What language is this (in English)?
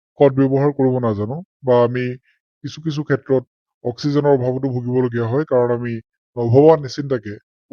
Assamese